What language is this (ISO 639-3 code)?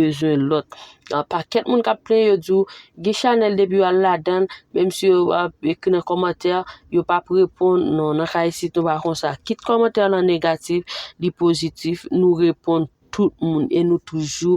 hat